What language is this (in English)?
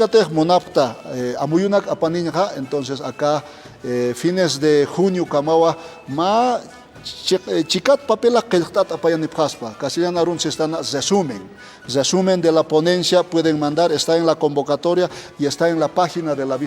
Aymara